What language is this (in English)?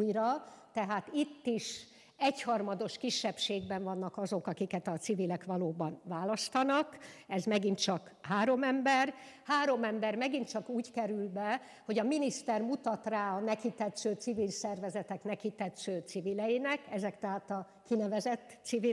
Hungarian